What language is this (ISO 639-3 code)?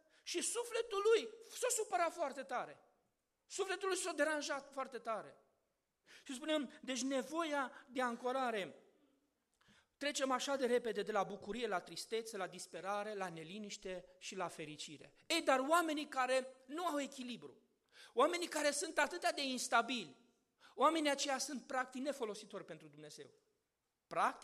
ron